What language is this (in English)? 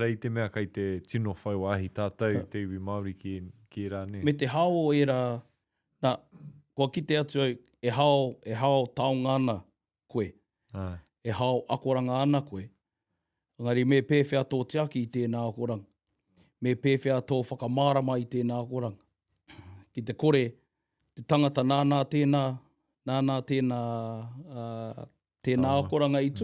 Māori